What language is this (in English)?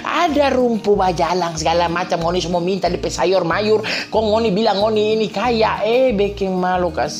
Manado Malay